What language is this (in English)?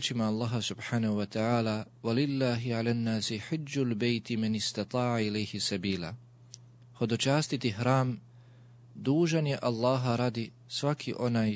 Bosnian